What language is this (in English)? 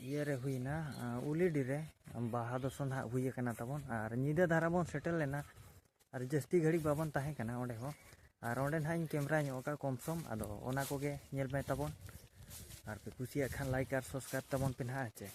Santali